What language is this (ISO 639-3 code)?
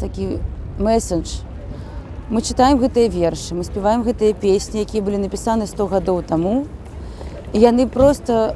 bel